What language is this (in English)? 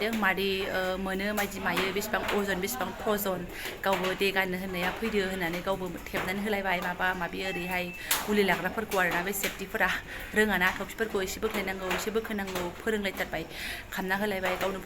Bodo